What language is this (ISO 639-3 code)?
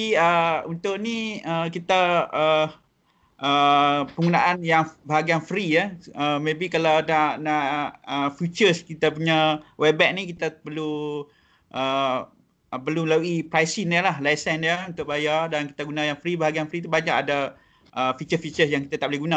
msa